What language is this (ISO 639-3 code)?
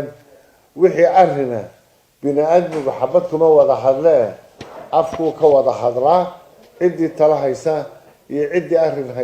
som